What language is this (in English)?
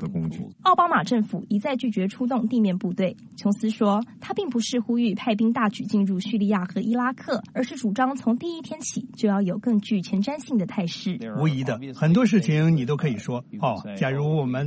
Chinese